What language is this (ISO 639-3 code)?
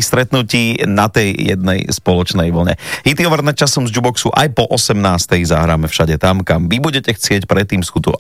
slk